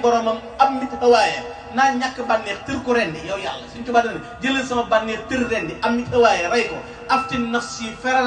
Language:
Wolof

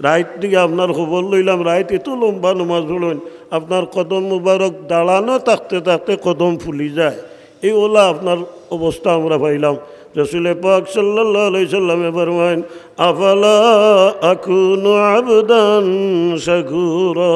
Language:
Sylheti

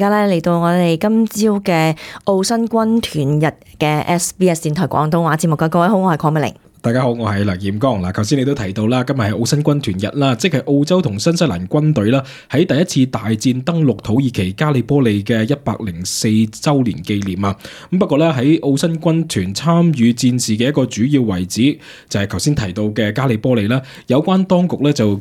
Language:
Cantonese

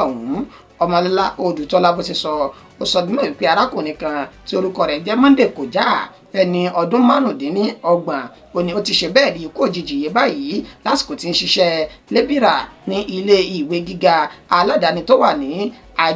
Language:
Yoruba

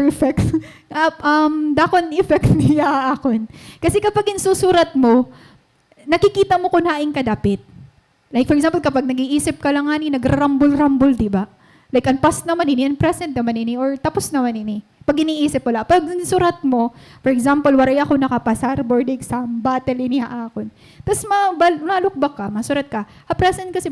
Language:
Waray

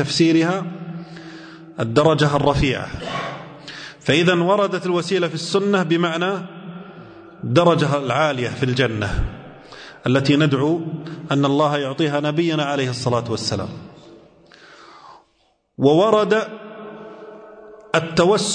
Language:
Arabic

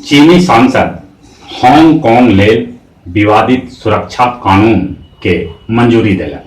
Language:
Magahi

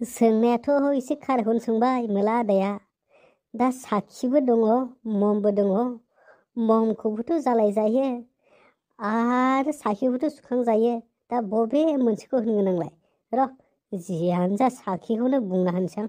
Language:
Bodo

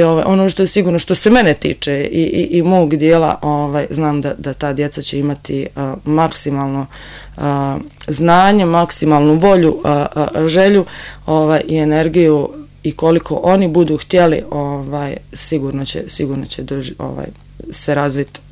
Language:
Serbian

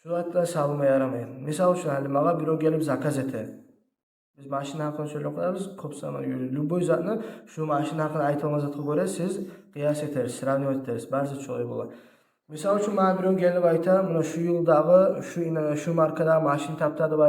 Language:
Kumyk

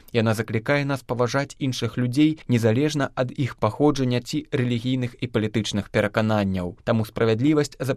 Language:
Belarusian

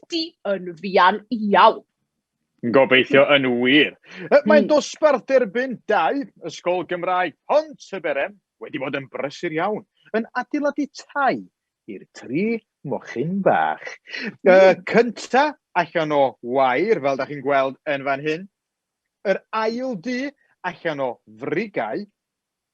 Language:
Welsh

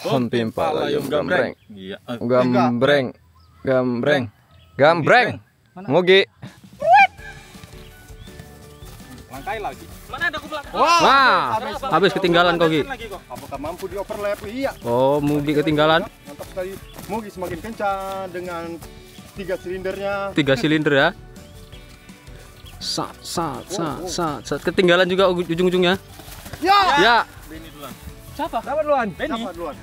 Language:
Indonesian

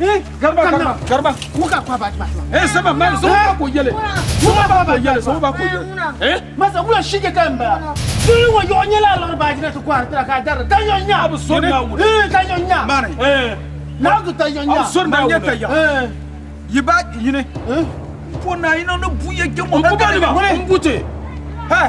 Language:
Dagbani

